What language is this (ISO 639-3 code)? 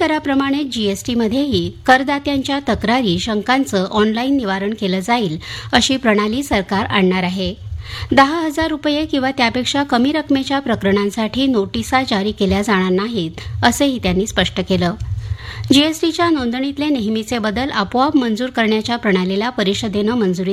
mar